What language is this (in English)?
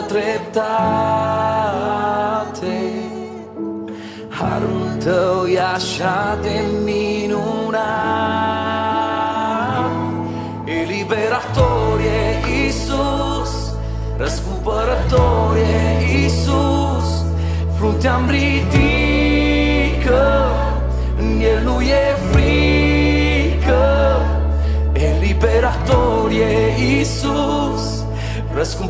Romanian